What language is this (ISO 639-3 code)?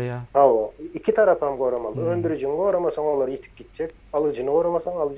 tuk